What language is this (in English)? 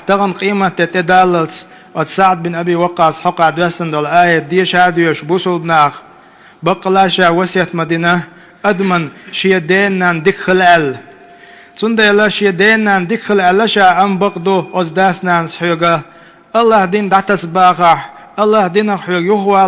Chechen